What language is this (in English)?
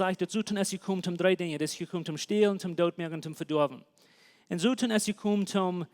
Plautdietsch